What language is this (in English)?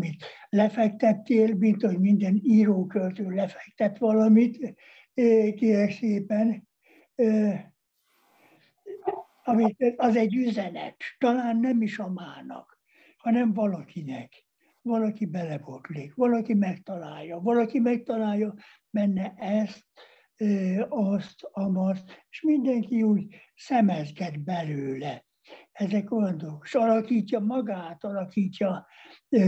Hungarian